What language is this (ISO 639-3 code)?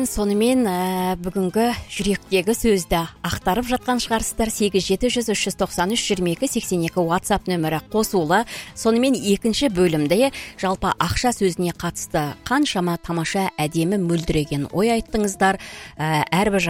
kaz